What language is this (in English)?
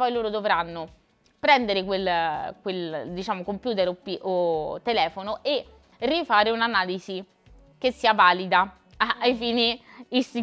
Italian